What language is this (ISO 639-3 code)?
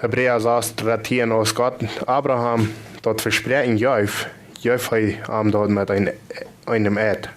pdt